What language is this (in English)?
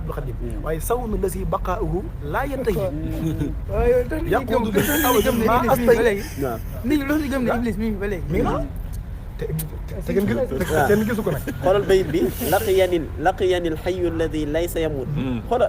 Wolof